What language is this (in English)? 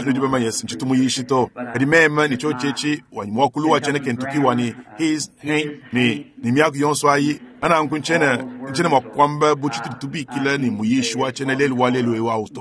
Luba-Lulua